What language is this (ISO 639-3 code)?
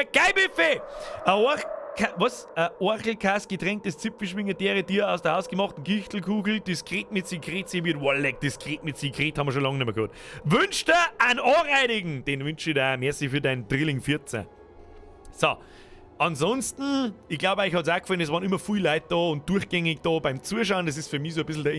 bar